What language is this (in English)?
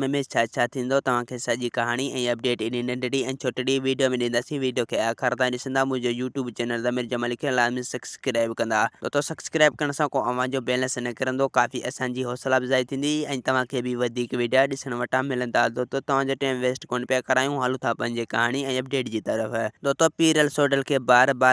Sindhi